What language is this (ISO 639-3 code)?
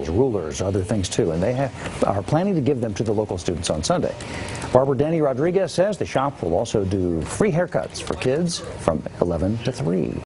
eng